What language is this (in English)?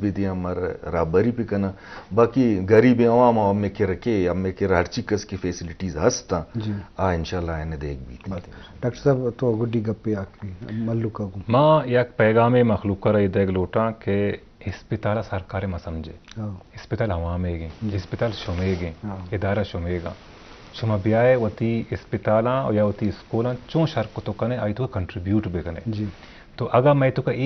Baluchi